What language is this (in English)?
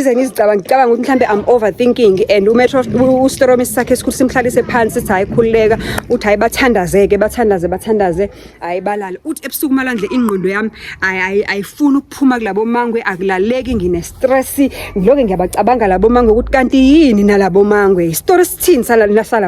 Zulu